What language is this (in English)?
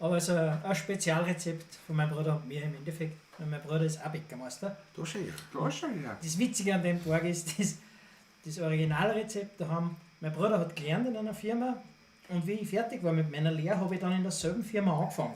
Bavarian